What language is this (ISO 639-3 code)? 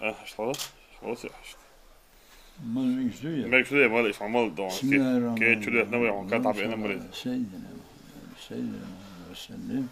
che